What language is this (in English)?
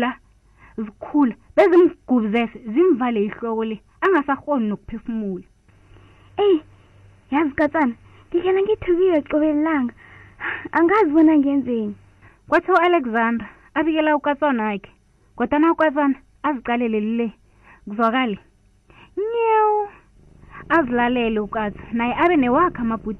South Ndebele